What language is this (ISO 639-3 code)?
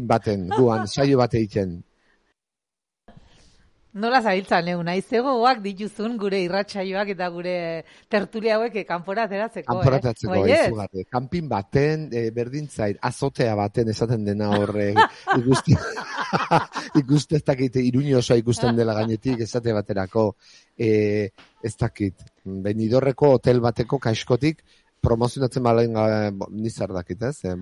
eus